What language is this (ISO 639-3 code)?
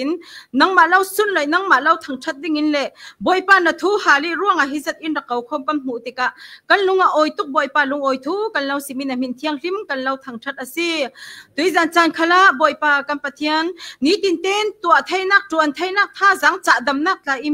cfm